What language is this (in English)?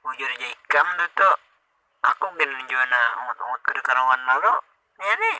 Banjar